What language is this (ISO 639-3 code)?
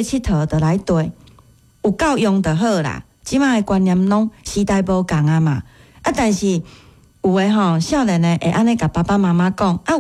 nan